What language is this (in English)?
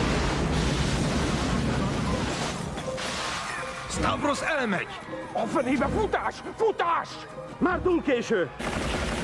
Hungarian